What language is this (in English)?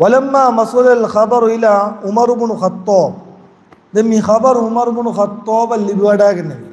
Divehi